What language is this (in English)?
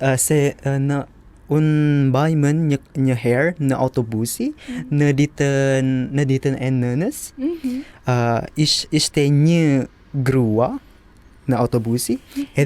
Albanian